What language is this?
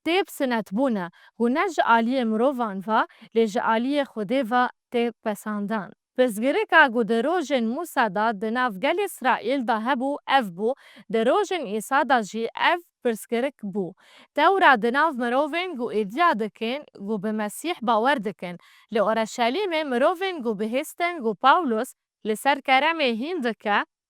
Kurdish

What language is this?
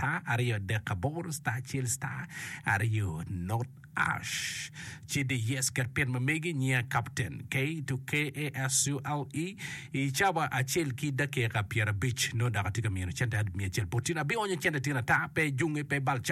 Acoli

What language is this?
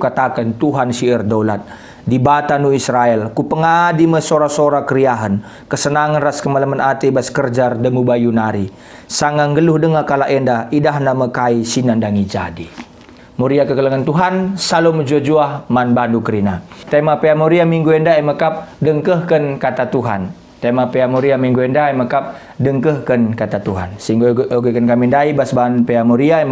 Batak Karo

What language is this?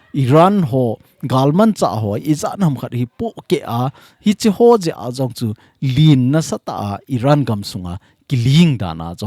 Thado Chin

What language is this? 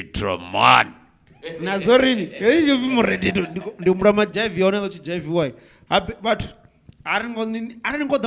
Venda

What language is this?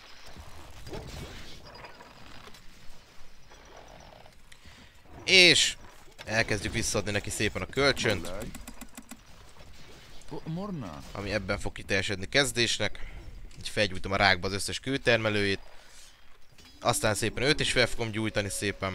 Hungarian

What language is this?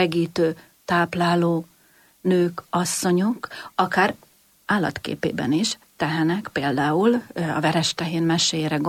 Hungarian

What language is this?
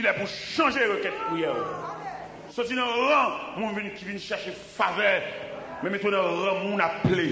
Haitian Creole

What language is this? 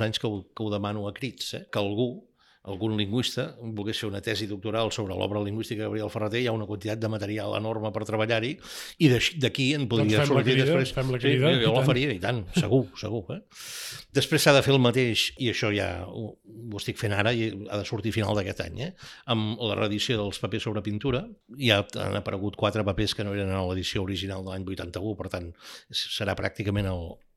Catalan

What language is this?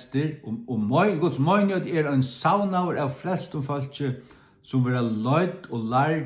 Faroese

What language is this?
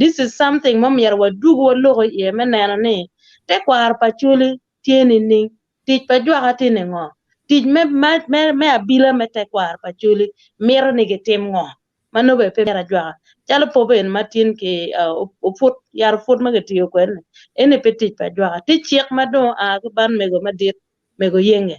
Acoli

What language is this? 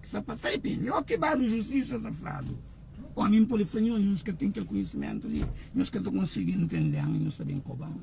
Kabuverdianu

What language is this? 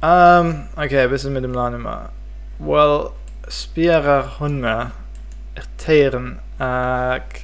Welsh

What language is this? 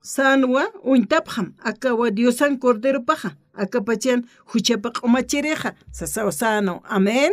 Aymara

